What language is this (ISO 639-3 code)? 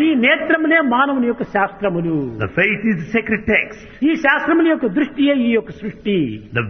tel